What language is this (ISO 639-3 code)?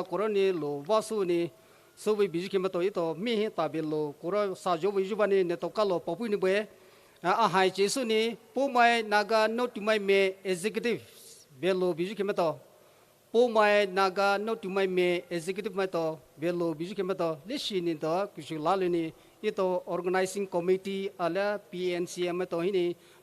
pmx